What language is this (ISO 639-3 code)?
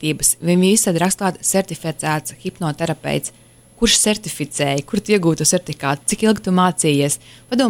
lav